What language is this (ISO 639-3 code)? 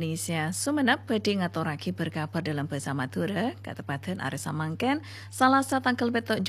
mad